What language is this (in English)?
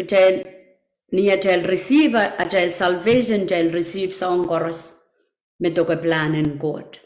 Pohnpeian